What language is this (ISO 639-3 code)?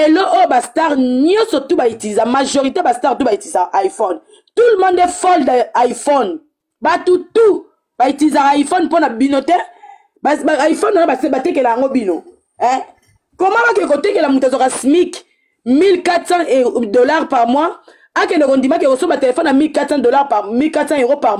lin